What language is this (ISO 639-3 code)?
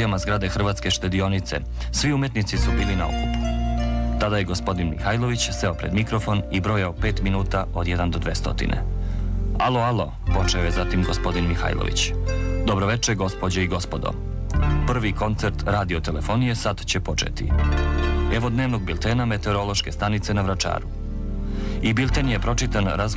srp